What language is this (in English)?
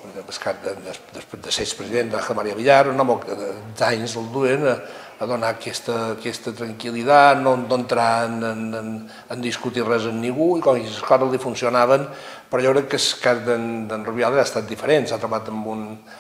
Catalan